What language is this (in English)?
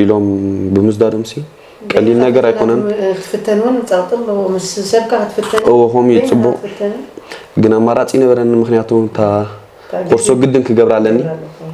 Tigrinya